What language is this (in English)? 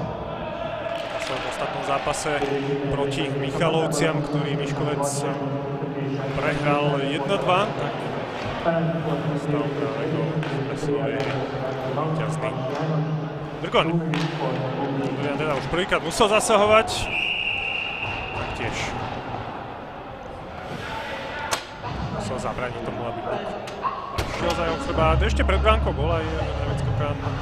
Slovak